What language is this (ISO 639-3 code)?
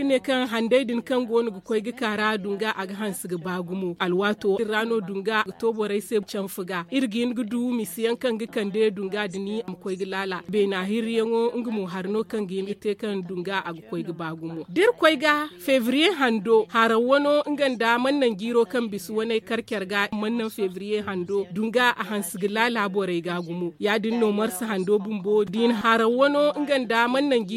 dje